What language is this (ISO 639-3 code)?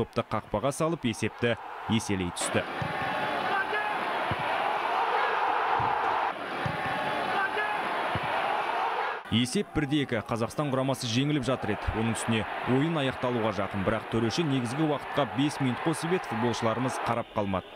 kaz